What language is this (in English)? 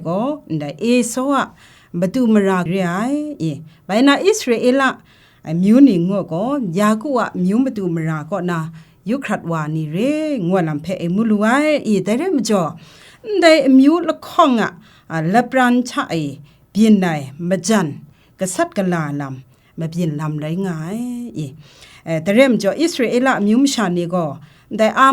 Kachin